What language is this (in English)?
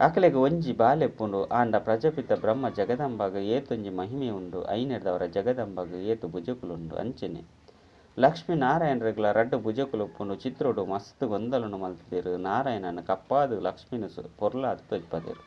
Tulu